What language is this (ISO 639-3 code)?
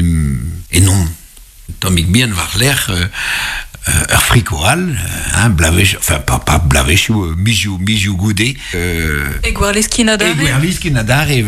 bre